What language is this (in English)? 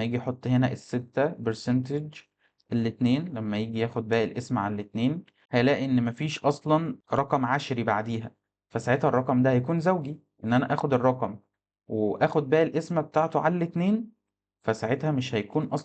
Egyptian Arabic